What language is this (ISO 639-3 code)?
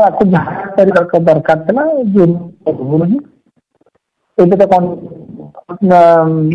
ori